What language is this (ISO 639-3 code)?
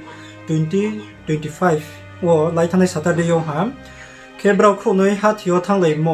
ria